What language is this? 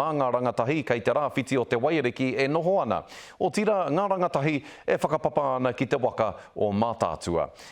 Māori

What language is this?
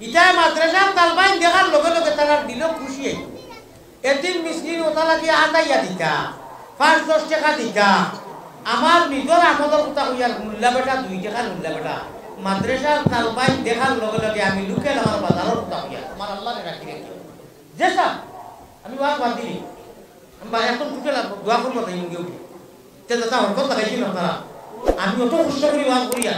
Sylheti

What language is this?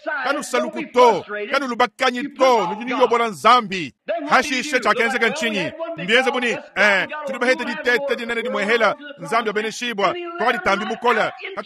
Luba-Lulua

